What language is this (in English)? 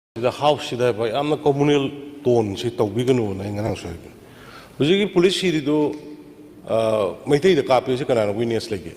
Manipuri